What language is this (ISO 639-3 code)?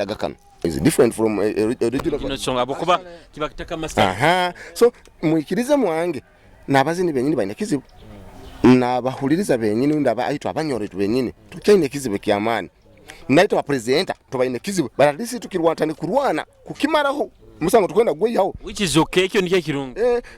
nyo